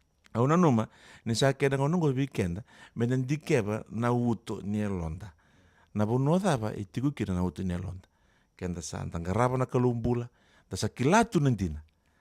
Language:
Fijian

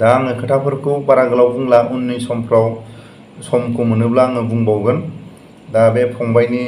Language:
Bodo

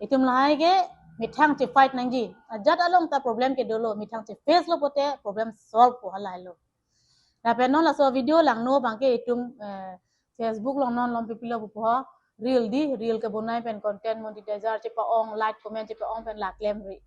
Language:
Karbi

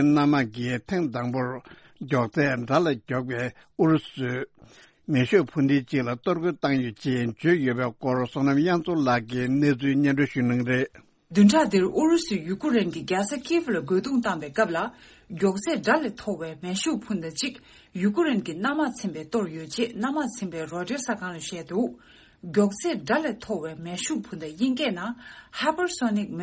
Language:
Tibetan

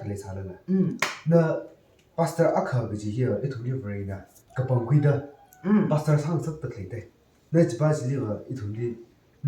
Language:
Tangkhul Naga (India)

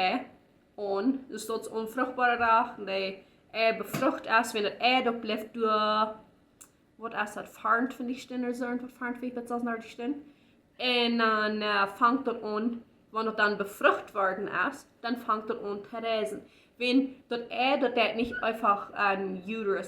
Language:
Plautdietsch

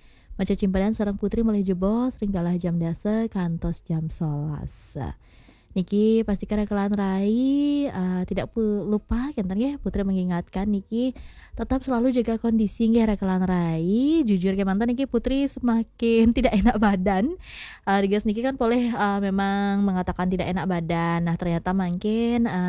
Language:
Balinese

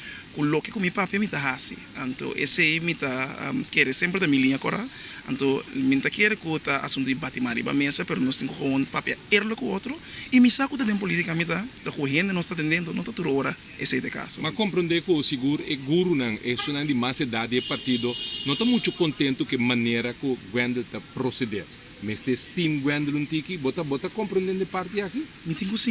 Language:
Papiamento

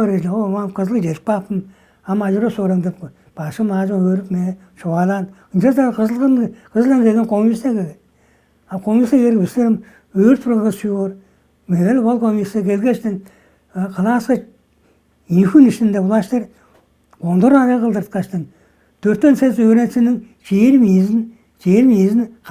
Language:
Tuvinian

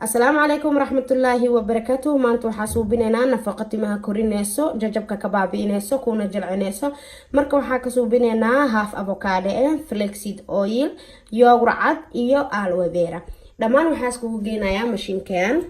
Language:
Somali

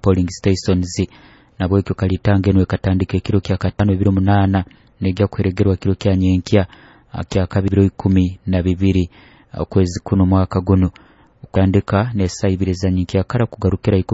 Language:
Nyoro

